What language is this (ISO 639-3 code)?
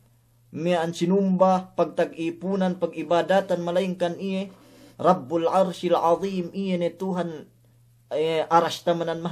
yka